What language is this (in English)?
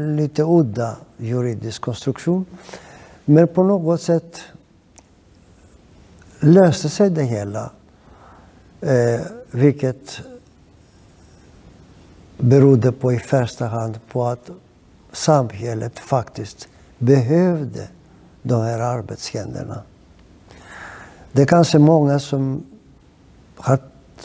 Swedish